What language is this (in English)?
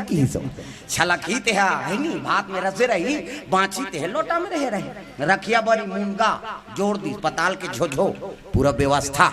Chhattisgarhi